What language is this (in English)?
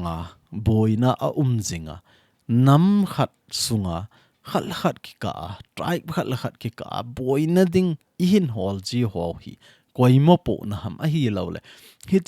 Thado Chin